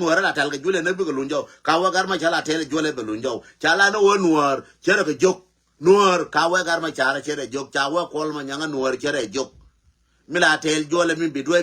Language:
Nuer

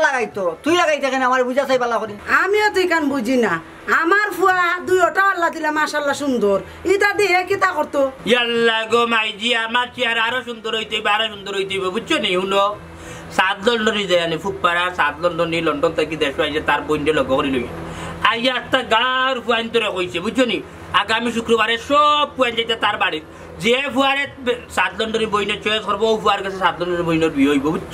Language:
Sylheti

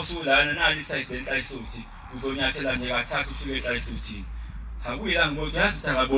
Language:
Zulu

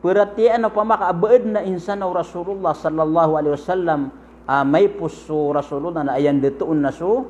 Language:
Maranao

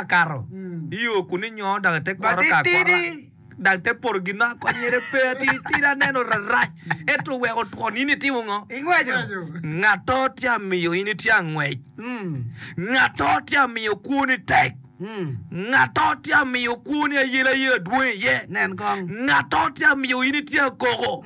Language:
Acoli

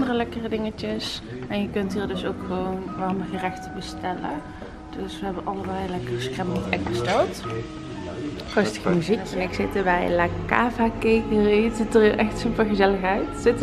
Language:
Dutch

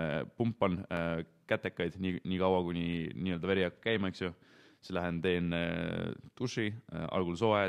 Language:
Estonian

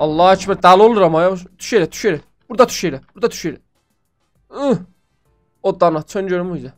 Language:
South Azerbaijani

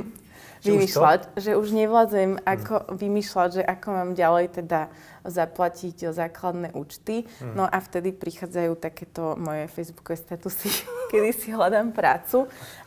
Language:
Slovak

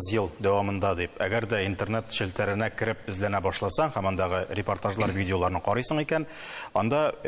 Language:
Tatar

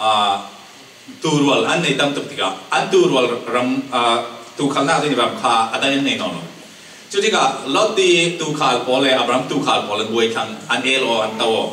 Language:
Falam Chin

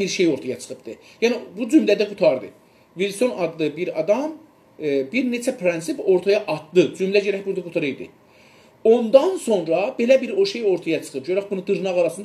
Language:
South Azerbaijani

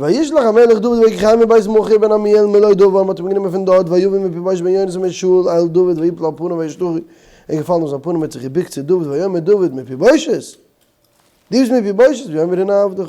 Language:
Yiddish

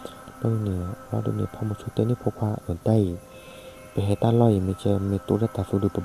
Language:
S'gaw Karen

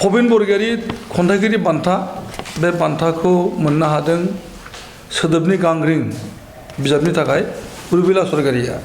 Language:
Bodo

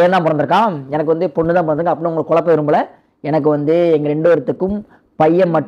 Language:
Tamil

